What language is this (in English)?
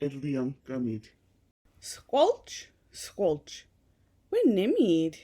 Mi'kmaw